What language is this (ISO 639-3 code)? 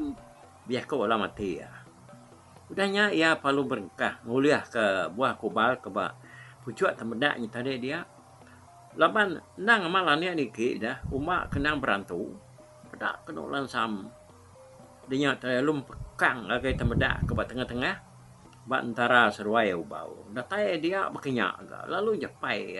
iba